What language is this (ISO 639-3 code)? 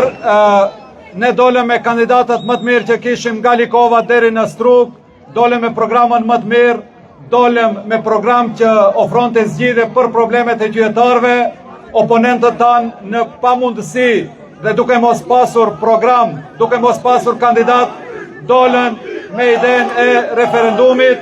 sqi